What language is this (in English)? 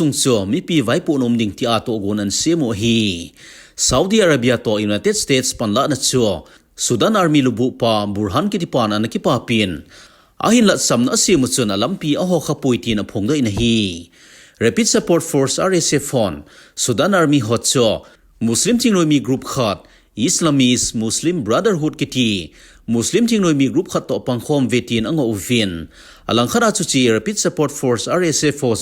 Thado Chin